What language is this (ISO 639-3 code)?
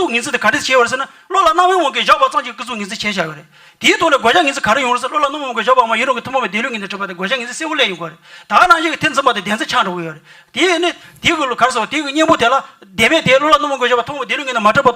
bod